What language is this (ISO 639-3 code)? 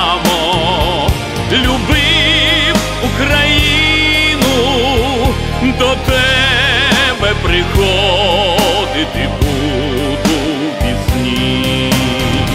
ukr